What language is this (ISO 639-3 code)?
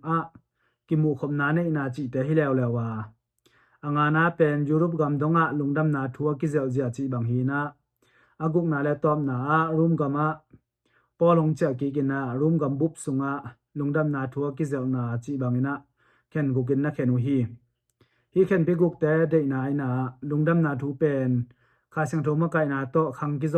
ctd